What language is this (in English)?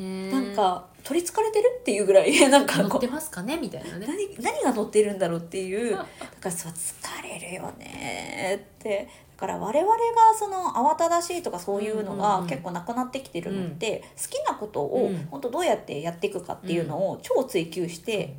Japanese